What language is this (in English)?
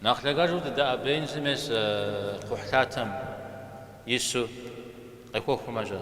Kabardian